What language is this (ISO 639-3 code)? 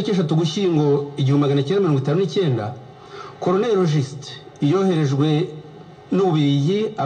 kin